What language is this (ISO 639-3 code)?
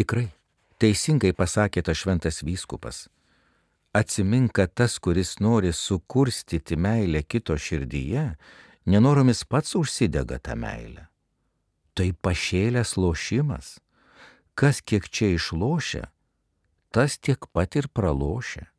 lit